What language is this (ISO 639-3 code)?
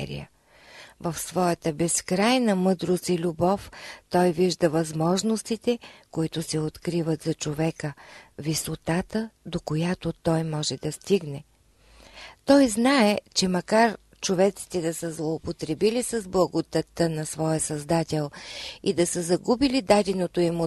bul